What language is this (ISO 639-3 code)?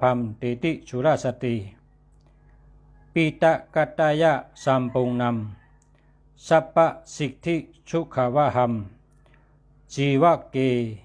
shn